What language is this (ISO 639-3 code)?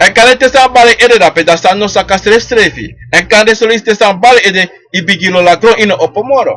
srn